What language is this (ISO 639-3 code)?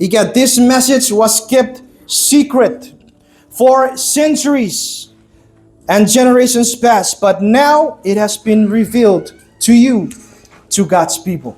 chk